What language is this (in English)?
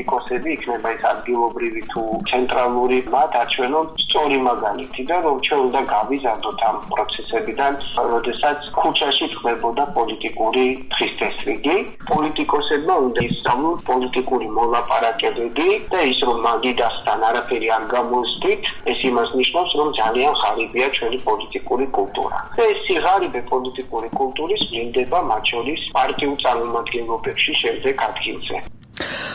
Georgian